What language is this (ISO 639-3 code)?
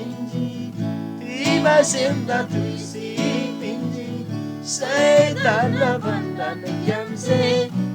taj